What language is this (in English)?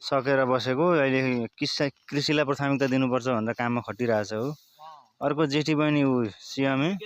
Nepali